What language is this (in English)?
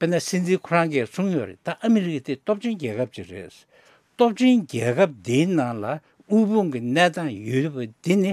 Tibetan